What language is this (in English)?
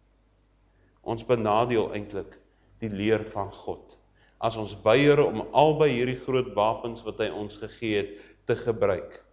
Afrikaans